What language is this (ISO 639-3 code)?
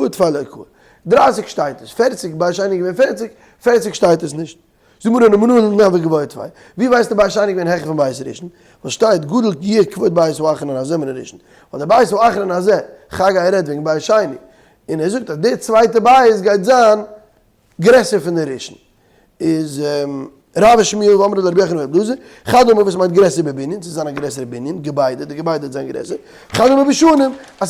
yid